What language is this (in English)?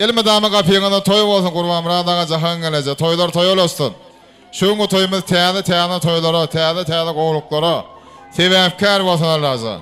Turkmen